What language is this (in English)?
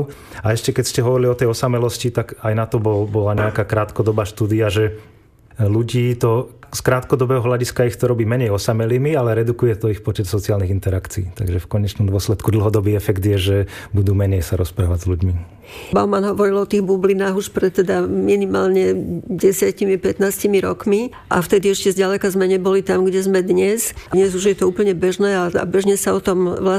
Slovak